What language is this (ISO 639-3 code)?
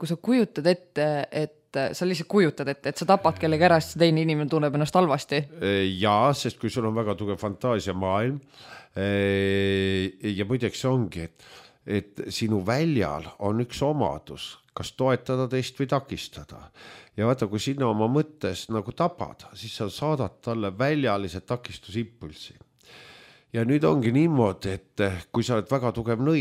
est